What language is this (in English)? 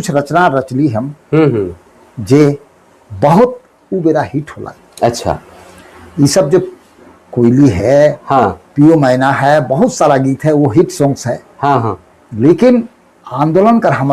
Sadri